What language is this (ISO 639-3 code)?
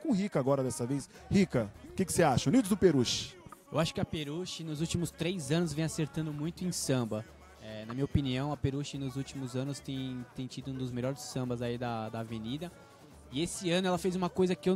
por